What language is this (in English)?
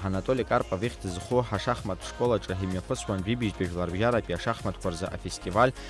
Abkhazian